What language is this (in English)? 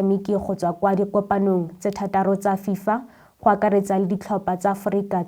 Tswana